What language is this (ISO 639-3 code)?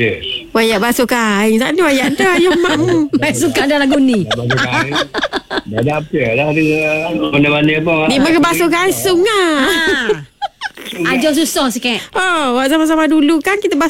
msa